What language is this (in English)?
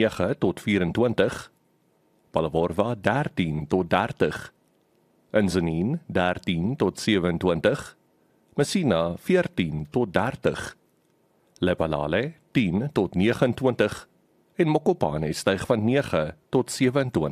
Afrikaans